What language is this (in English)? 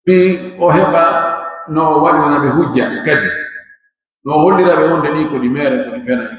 Pular